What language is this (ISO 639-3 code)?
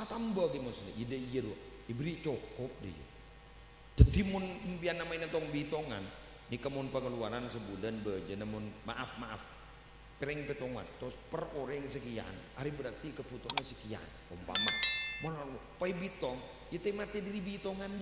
mad